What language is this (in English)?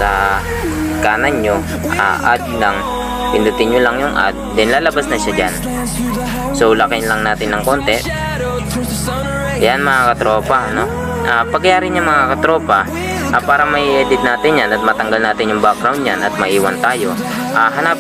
Filipino